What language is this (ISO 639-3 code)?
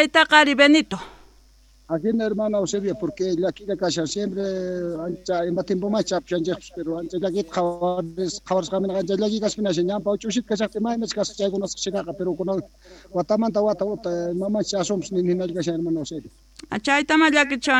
quh